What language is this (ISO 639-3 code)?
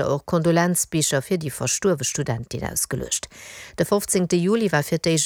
ltz